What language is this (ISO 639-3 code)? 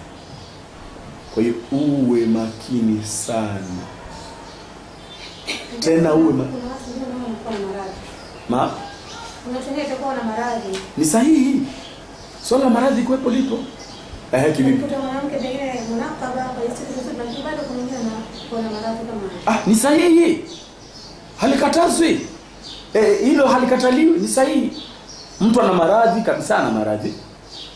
swa